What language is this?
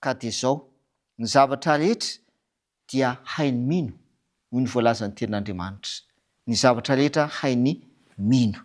Malagasy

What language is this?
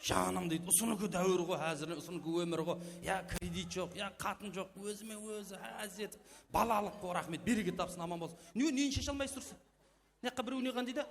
Kara-Kalpak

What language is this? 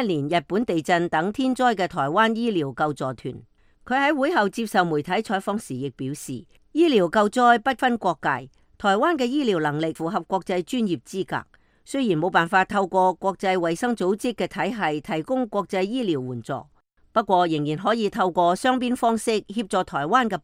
Cantonese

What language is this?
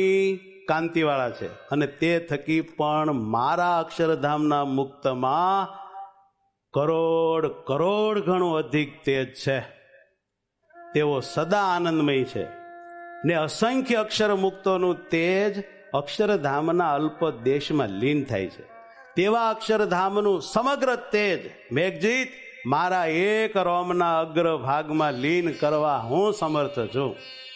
Gujarati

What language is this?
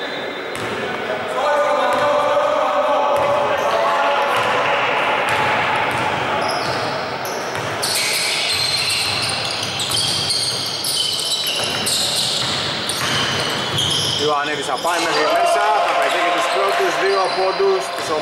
Greek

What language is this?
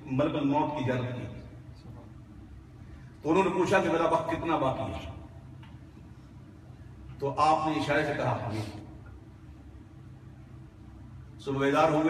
Urdu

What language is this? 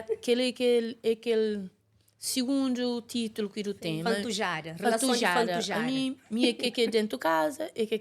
Kabuverdianu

